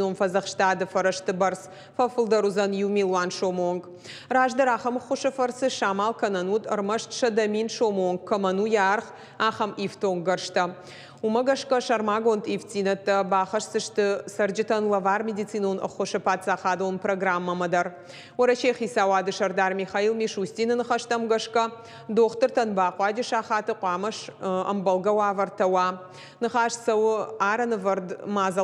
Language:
Ossetic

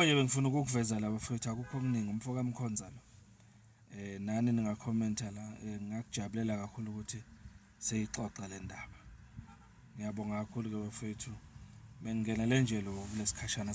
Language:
Zulu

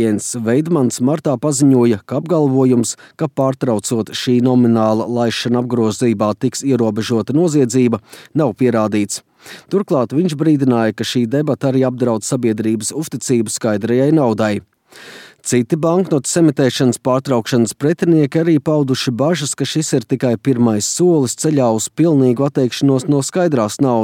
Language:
Latvian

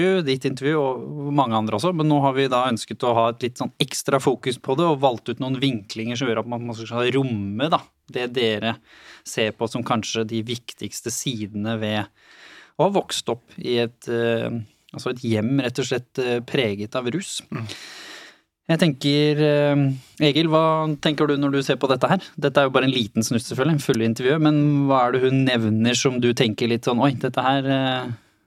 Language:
Norwegian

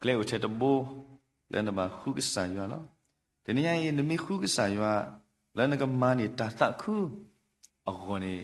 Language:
S'gaw Karen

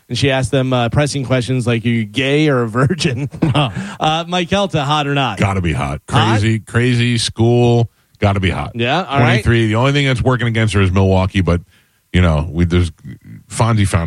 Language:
English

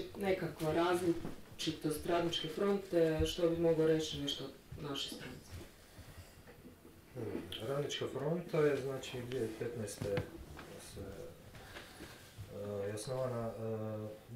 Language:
Croatian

